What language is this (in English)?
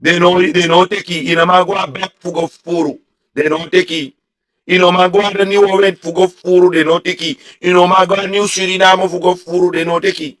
Sranan Tongo